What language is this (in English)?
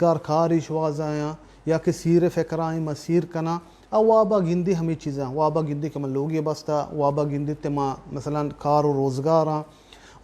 Baluchi